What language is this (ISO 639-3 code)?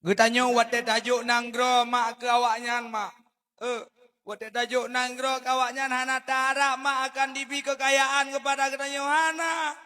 ace